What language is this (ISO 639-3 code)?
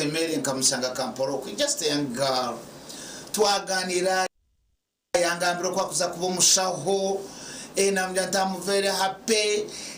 nyn